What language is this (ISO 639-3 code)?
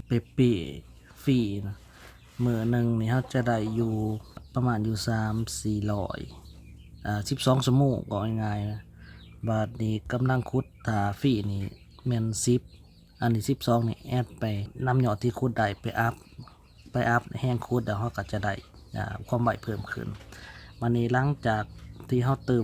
lao